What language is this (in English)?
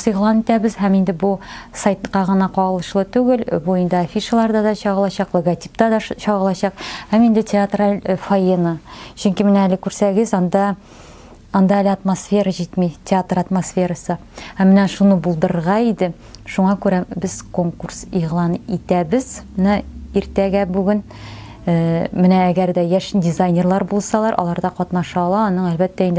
Tatar